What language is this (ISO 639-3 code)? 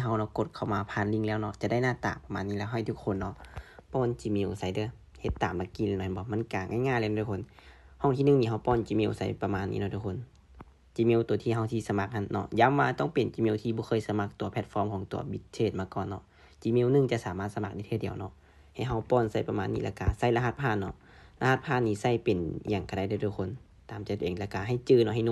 lao